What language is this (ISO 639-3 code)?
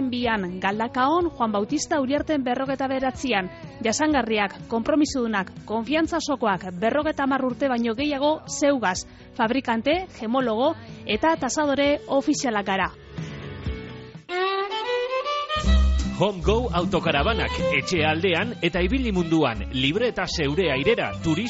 eus